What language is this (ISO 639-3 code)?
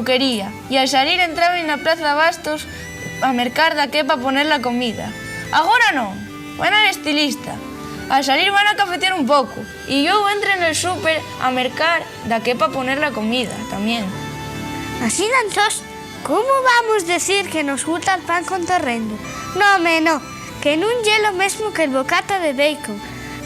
ast